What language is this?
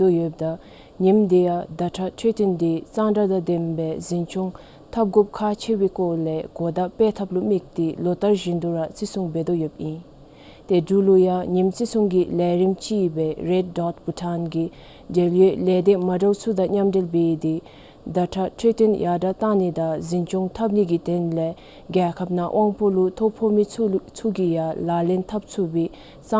Dzongkha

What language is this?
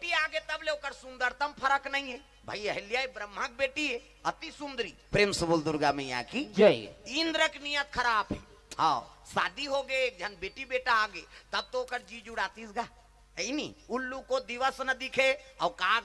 Chhattisgarhi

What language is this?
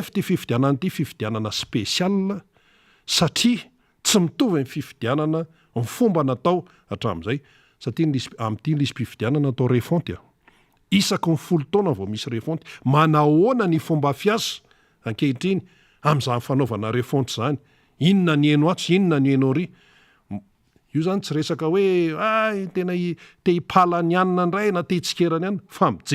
Malagasy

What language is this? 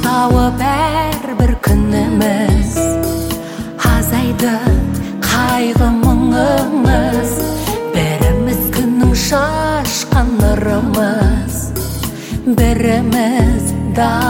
Kazakh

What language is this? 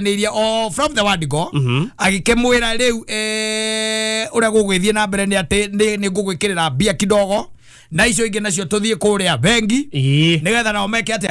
Kikuyu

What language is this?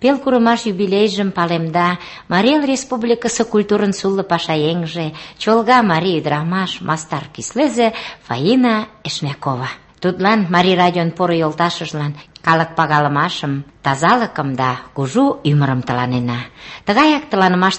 Mari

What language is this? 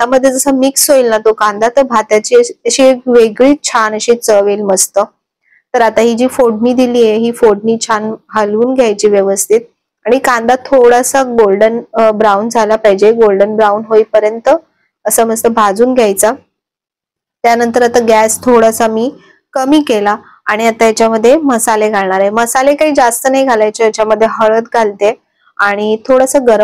Marathi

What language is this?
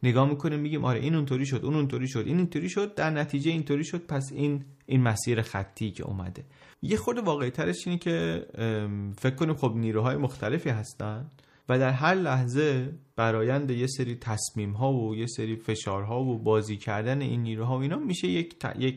Persian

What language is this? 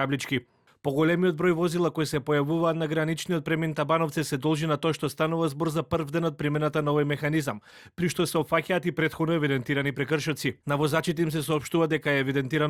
Macedonian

